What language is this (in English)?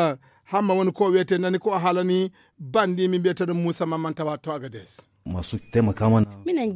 Fula